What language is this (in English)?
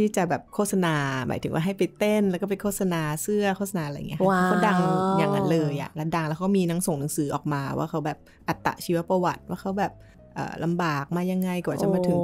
Thai